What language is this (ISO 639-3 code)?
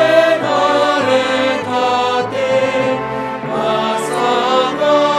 bts